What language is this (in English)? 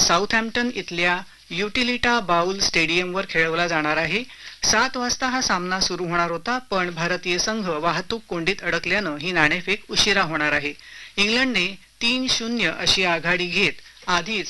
Marathi